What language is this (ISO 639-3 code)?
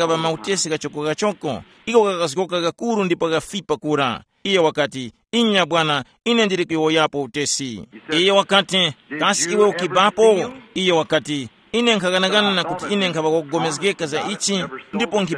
tum